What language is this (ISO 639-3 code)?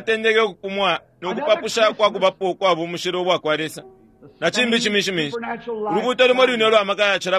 bem